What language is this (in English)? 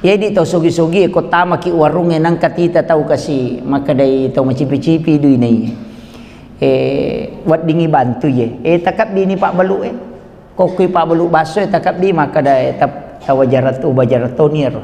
Buginese